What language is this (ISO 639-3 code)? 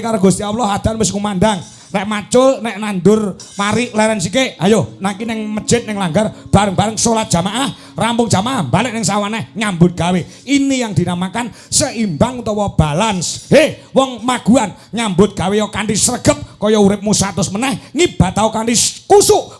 jav